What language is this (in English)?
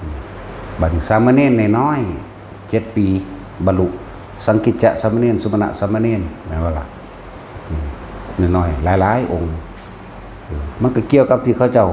Northeastern Thai